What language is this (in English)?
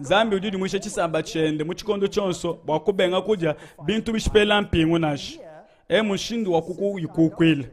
Luba-Lulua